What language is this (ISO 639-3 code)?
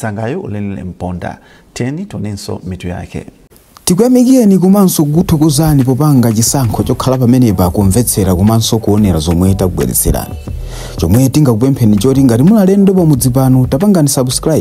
nya